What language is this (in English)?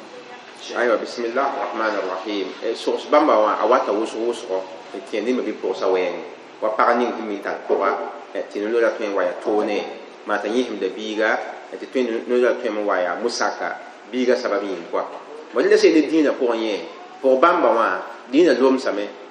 Mossi